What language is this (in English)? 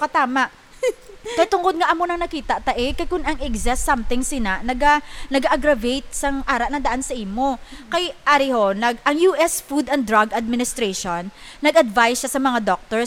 Hiligaynon